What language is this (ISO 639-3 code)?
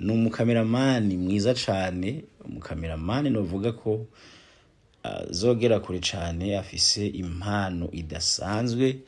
run